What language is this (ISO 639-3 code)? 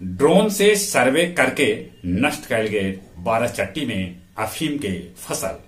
mag